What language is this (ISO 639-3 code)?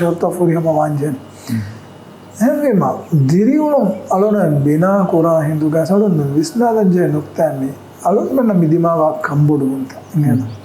div